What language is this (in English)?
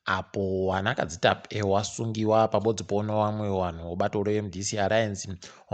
Ndau